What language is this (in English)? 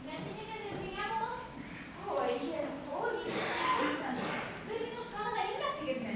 Bashkir